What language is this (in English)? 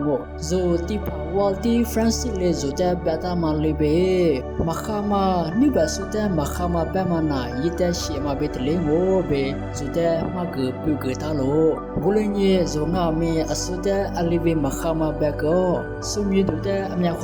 Lisu